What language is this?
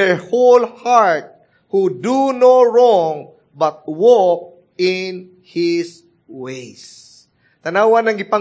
Cebuano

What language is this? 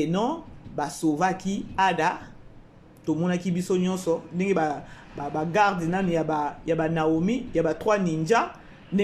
Lingala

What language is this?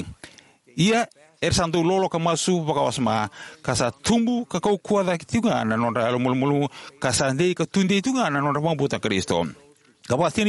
Fijian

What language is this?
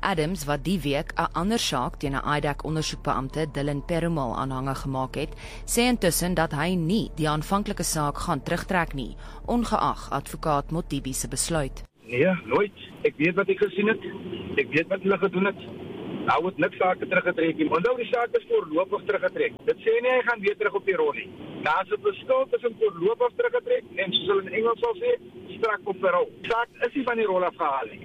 Afrikaans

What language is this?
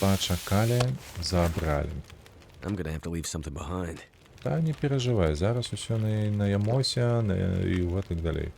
Belarusian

